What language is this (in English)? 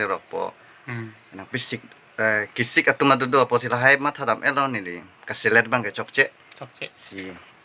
Karbi